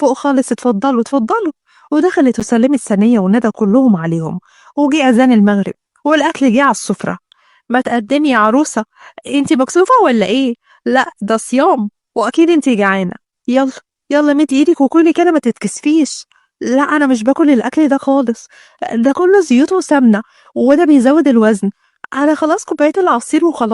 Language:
Egyptian Arabic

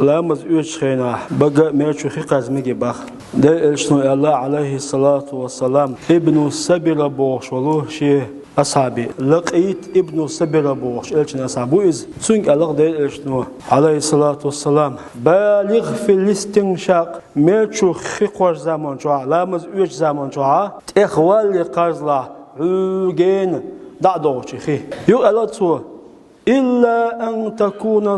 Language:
Chechen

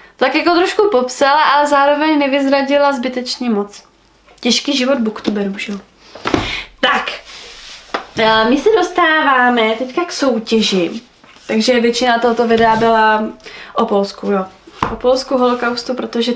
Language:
Czech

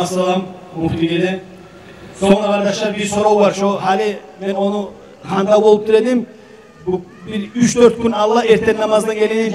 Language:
Kumyk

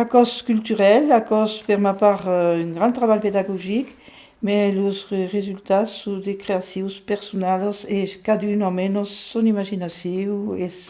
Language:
Occitan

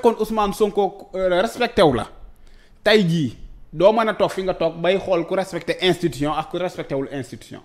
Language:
Wolof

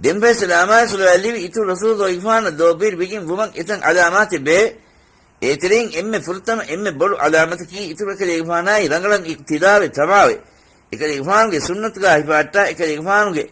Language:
Divehi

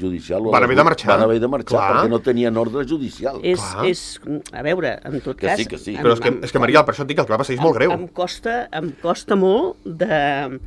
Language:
Catalan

